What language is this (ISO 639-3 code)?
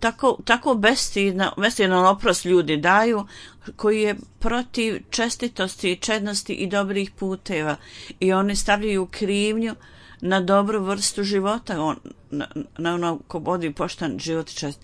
bos